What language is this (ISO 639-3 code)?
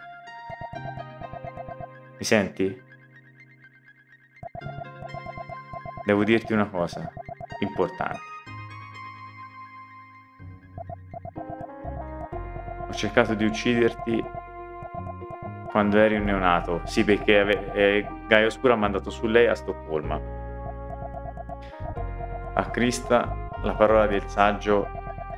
ita